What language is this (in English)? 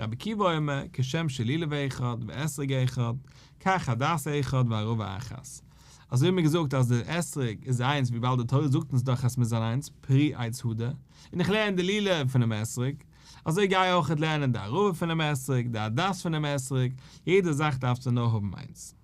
Yiddish